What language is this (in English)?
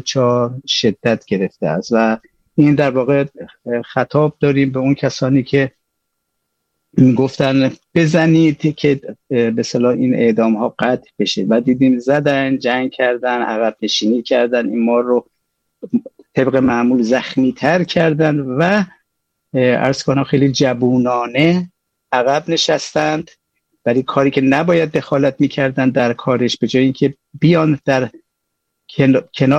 Persian